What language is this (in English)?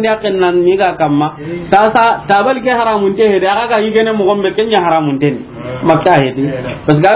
Soninke